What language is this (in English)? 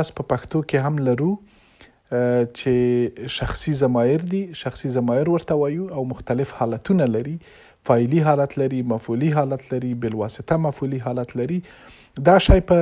Pashto